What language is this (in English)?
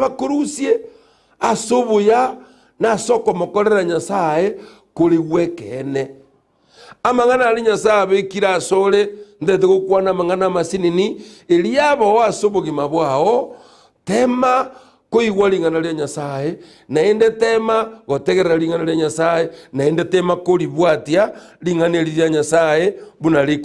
Gusii